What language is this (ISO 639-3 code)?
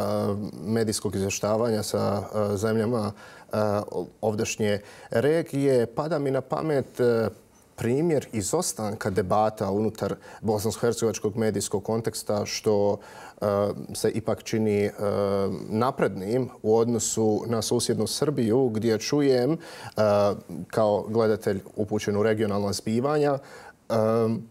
bos